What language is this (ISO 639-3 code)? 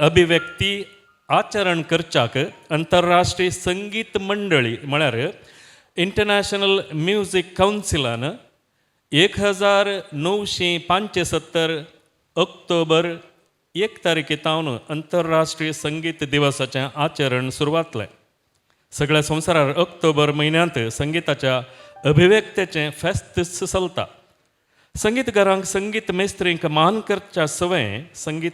kok